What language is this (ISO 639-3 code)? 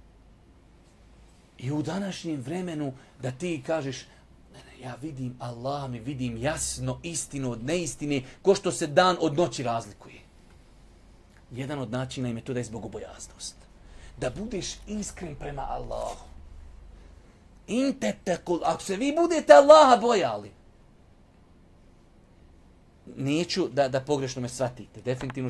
bos